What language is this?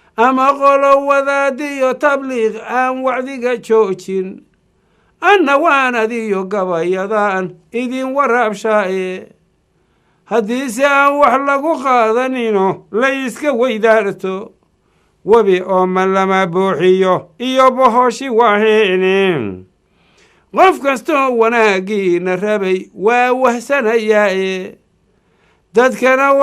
Somali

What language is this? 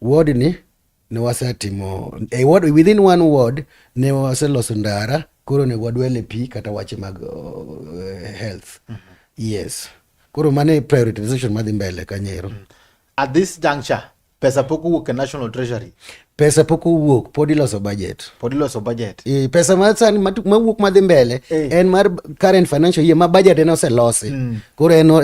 Luo (Kenya and Tanzania)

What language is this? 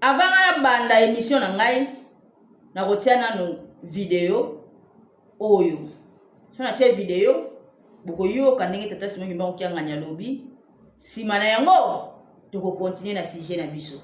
Lingala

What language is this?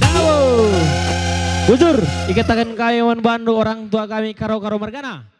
Batak Karo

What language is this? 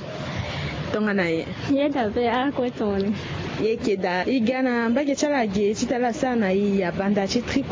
Sango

